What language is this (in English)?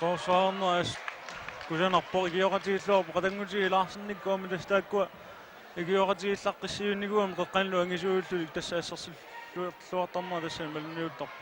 Kalaallisut